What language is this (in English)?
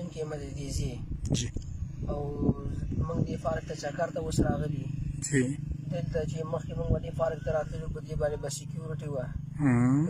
Pashto